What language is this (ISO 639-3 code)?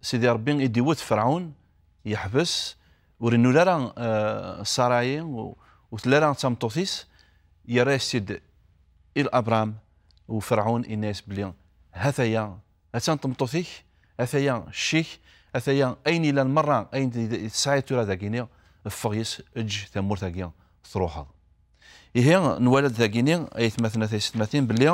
kab